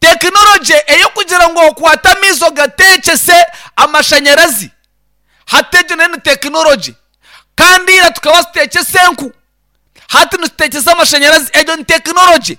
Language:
Nyankole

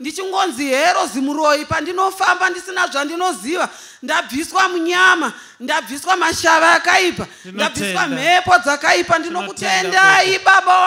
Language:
Shona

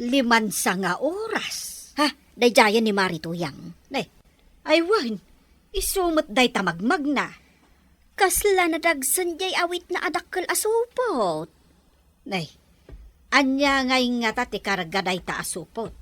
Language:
Iloko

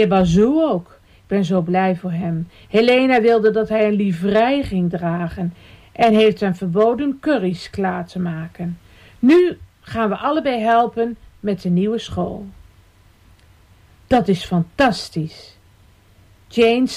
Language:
Dutch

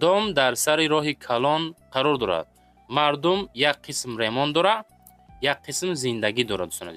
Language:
Tajik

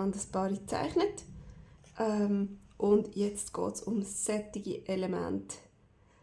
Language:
Swiss German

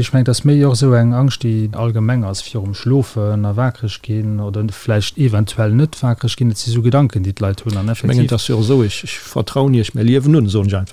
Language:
Luxembourgish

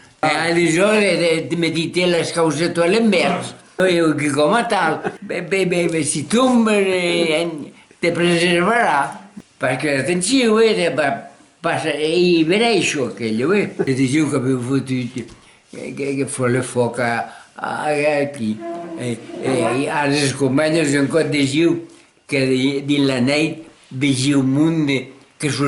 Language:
Occitan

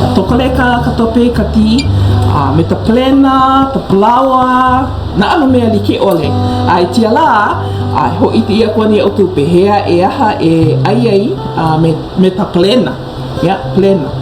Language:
Hawaiian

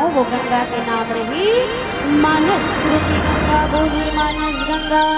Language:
Chhattisgarhi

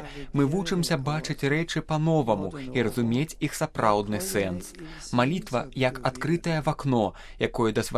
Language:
Belarusian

